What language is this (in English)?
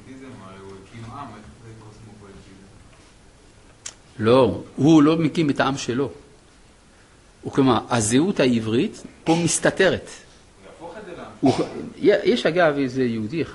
Hebrew